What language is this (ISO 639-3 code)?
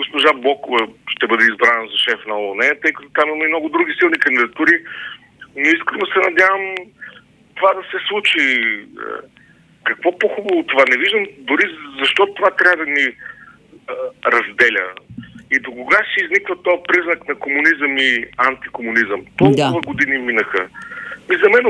bul